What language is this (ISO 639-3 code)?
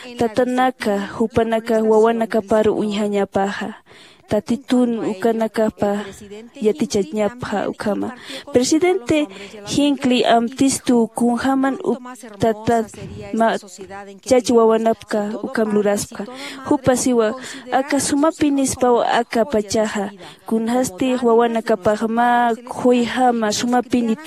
aym